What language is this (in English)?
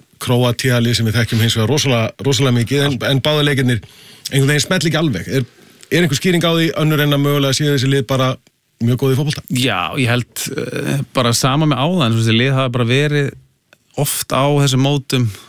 Icelandic